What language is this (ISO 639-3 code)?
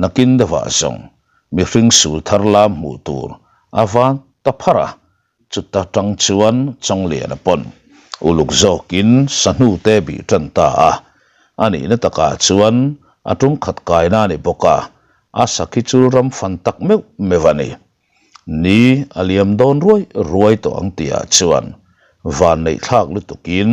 lus